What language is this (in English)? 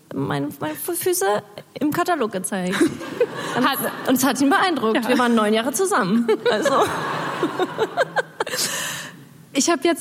German